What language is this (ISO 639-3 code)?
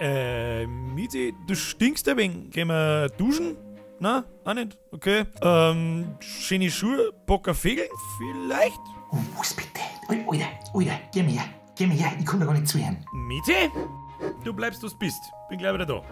bar